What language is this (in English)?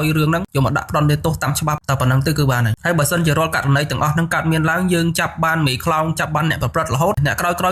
Khmer